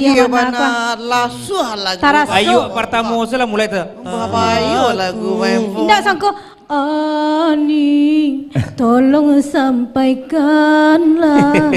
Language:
Minangkabau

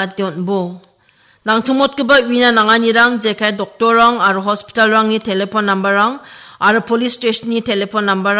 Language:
Garo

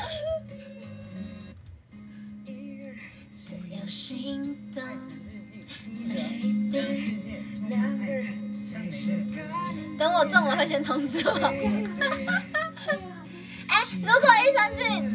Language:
Chinese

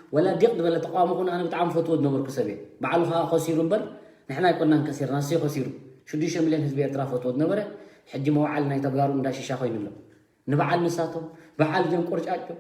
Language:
Tigrinya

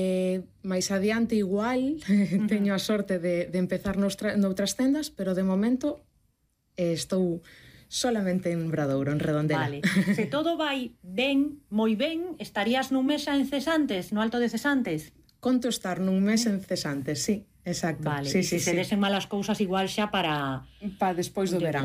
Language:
Galician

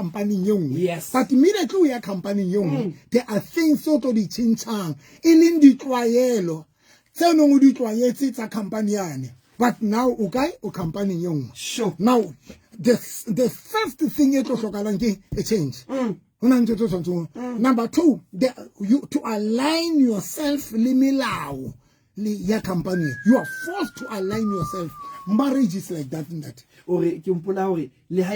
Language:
Southern Sotho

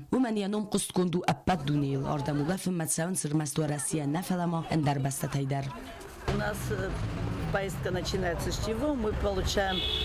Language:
Ossetic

